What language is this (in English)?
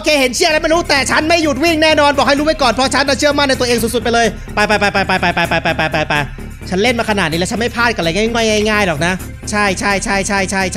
Thai